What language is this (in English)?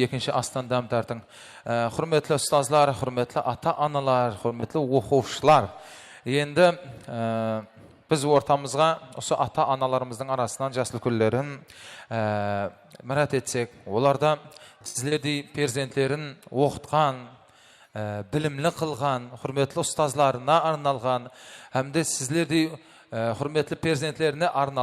Kara-Kalpak